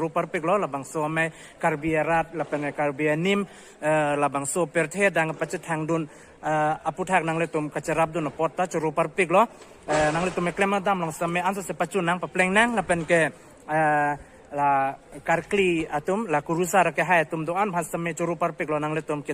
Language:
Karbi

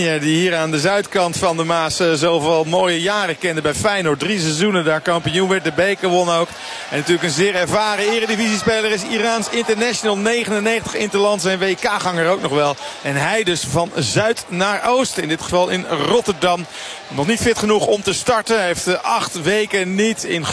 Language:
Dutch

